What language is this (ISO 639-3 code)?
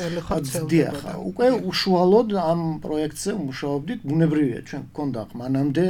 kat